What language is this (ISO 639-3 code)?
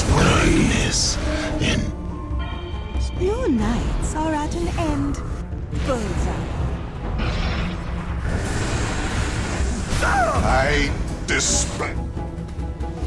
eng